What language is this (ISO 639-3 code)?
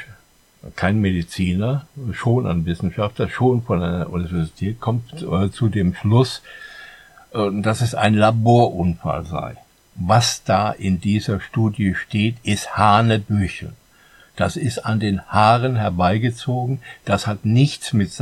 deu